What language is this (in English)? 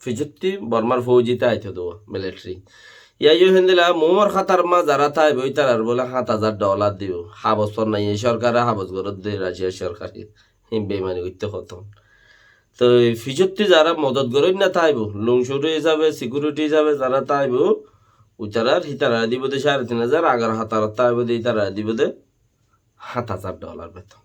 Rohingya